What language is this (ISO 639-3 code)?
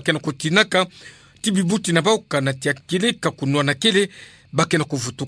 ktu